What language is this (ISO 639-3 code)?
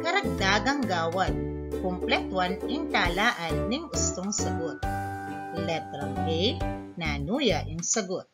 pam